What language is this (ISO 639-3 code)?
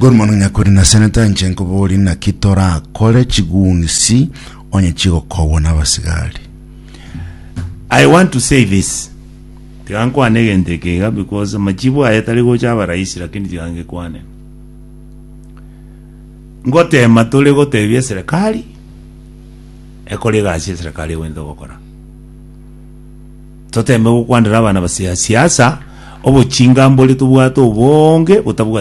guz